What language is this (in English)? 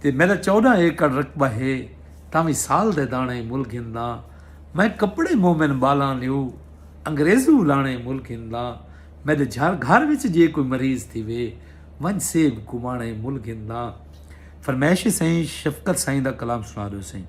Saraiki